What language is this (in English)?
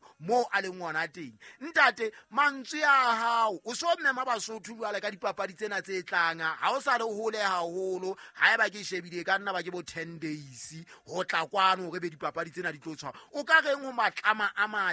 Southern Sotho